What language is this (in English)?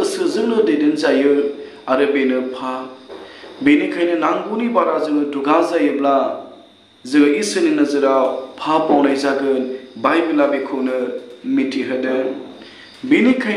Bodo